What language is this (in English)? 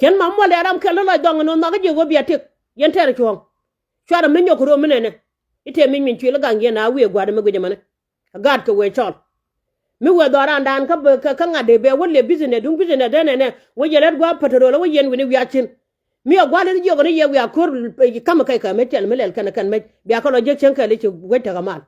Nuer